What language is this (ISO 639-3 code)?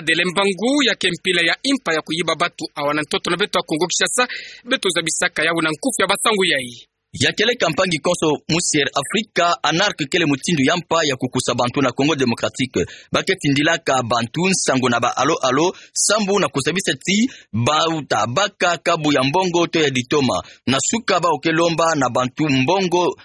ktu